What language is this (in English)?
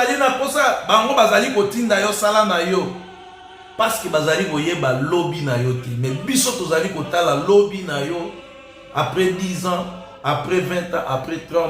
Lingala